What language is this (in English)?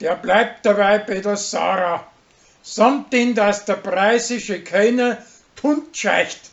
Bavarian